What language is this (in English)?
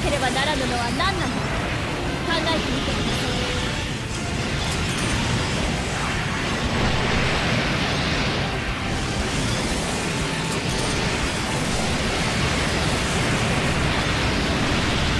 Japanese